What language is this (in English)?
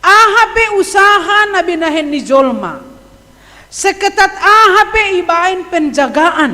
Batak Simalungun